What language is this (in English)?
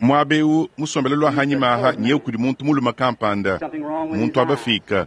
Luba-Lulua